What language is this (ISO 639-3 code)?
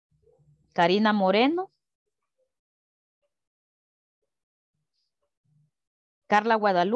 spa